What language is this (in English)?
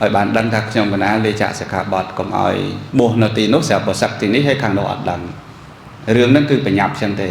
Khmer